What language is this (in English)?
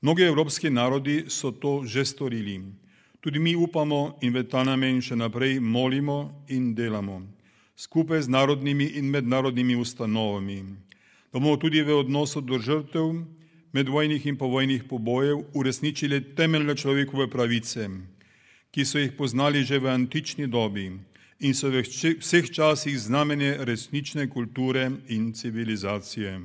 Slovenian